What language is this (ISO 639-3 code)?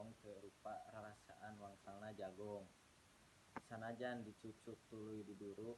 sun